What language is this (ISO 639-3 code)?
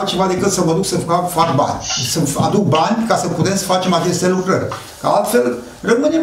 ron